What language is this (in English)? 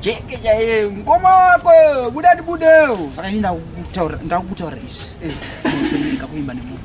Shona